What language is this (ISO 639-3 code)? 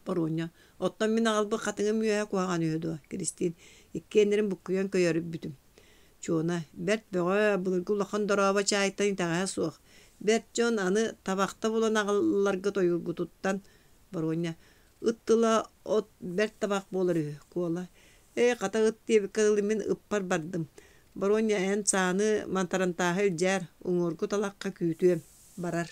sah